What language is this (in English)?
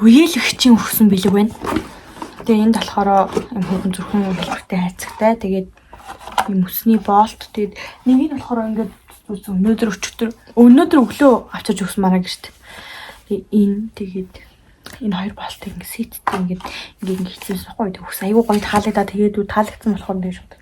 Mongolian